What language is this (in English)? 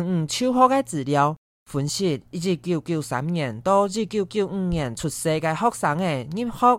Hakka Chinese